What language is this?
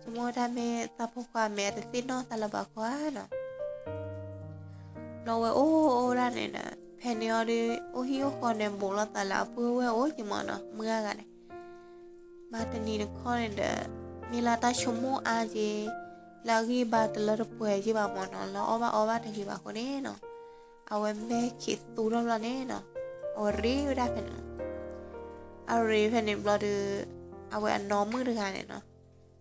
S'gaw Karen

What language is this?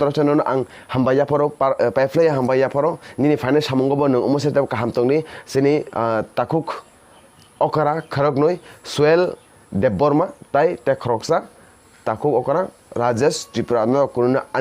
Kok Borok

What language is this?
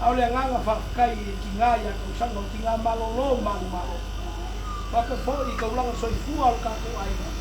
Samoan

